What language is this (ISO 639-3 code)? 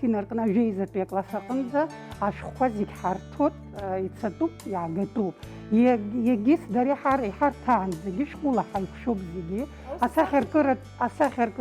abk